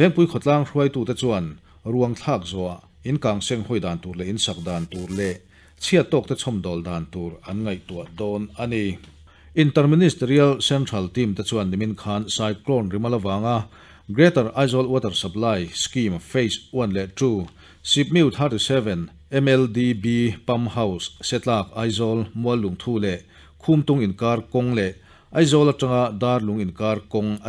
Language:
Mizo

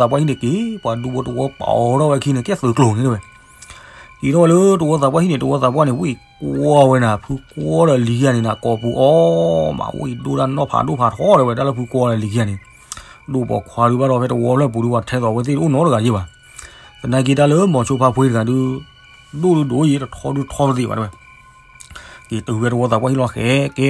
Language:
S'gaw Karen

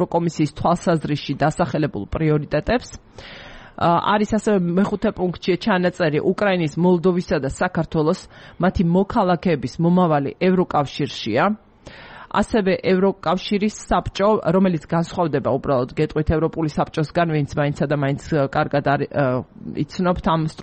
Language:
Georgian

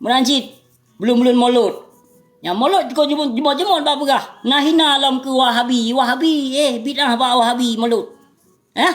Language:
Achinese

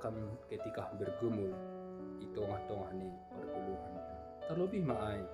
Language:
Batak Simalungun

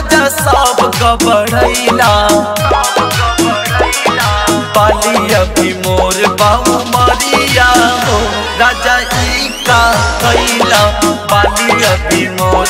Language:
Bhojpuri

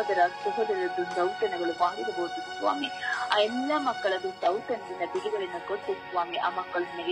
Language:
Kannada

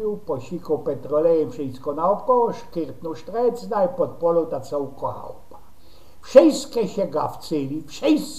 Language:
Silesian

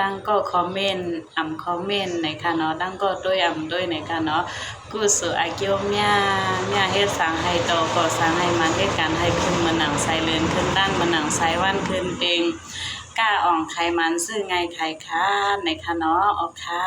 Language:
Shan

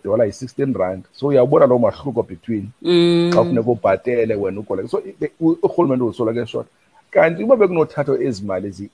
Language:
Xhosa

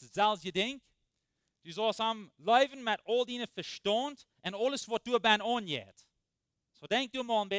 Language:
Plautdietsch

